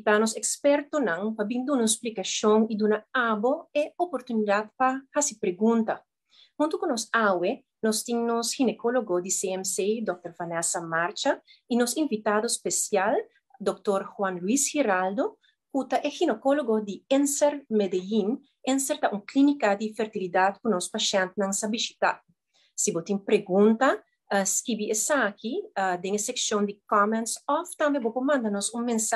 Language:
Papiamento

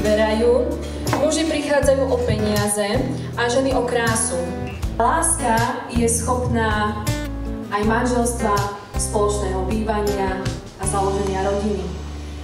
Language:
Slovak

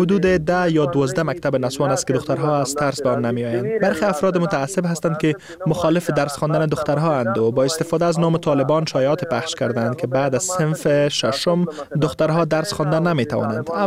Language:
Persian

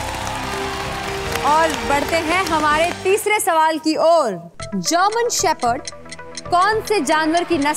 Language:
Hindi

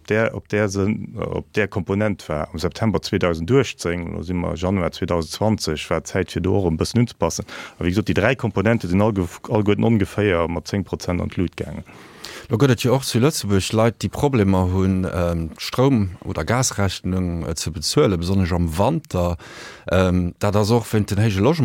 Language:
Luxembourgish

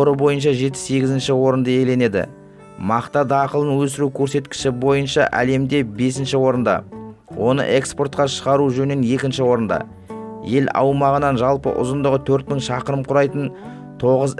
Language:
Kazakh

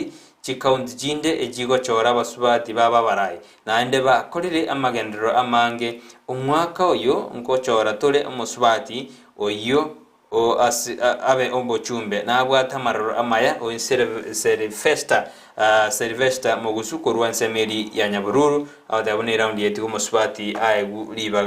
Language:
Gusii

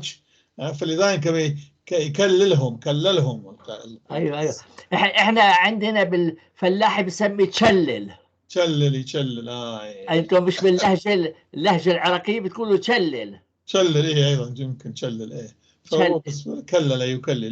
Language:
North Levantine Arabic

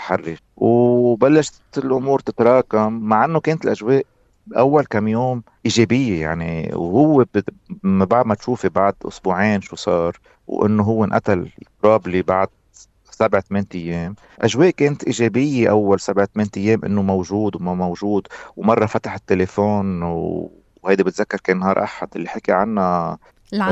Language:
North Levantine Arabic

